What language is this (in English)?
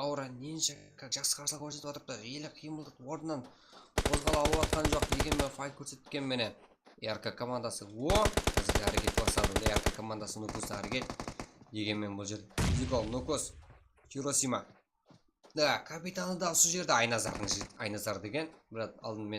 Kara-Kalpak